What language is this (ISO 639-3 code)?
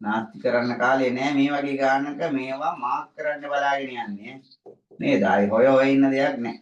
sin